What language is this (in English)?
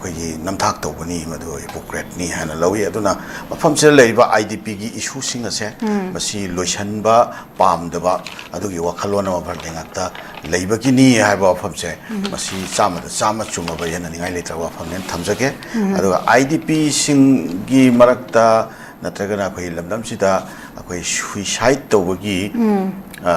Manipuri